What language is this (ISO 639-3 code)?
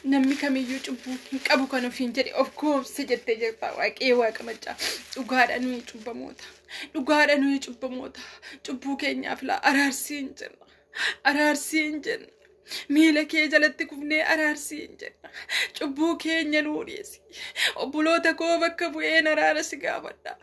orm